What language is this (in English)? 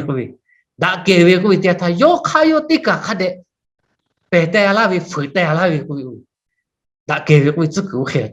Lahu